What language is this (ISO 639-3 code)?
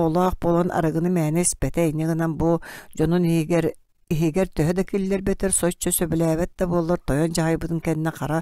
sah